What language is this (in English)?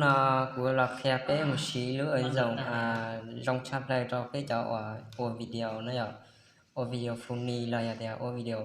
Hmong